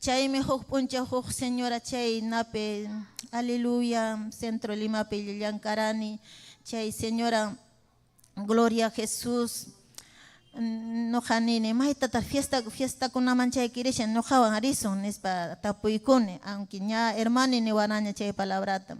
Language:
Ayacucho Quechua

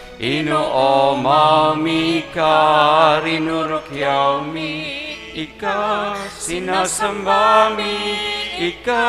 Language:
Bikol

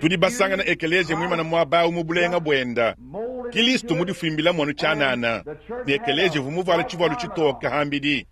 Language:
Luba-Lulua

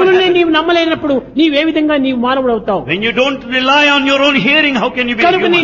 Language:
Telugu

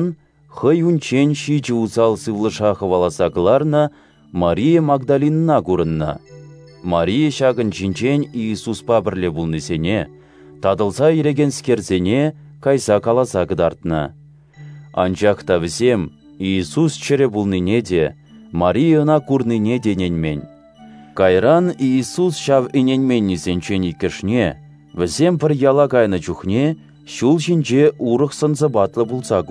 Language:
Chuvash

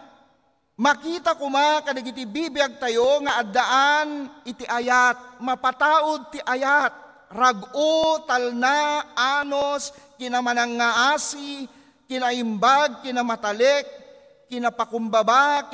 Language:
Iloko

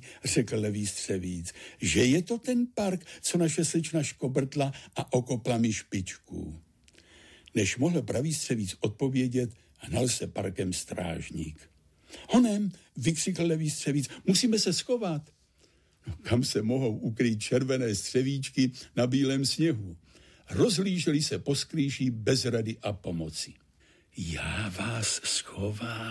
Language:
Czech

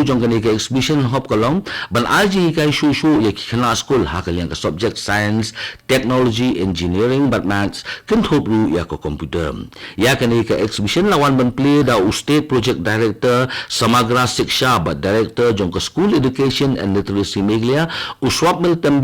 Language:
Khasi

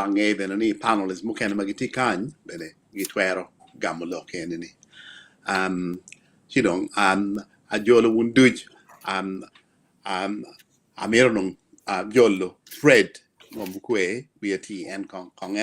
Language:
Acoli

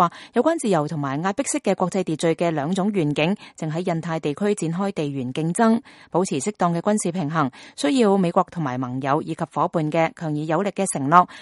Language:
Cantonese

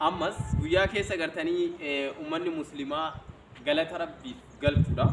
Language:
Oromo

